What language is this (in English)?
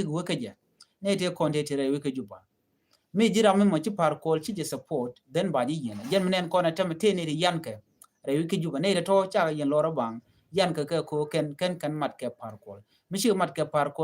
Nuer